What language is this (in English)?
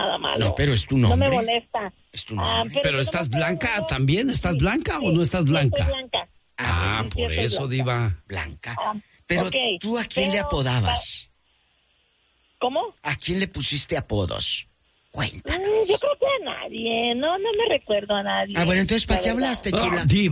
Spanish